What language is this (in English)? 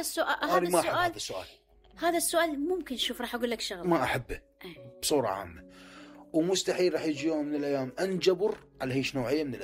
Mesopotamian Arabic